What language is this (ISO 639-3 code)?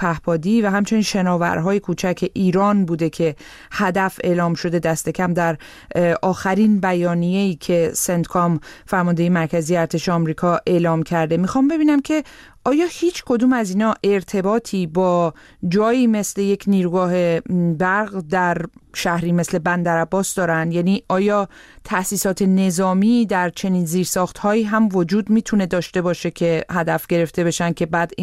fas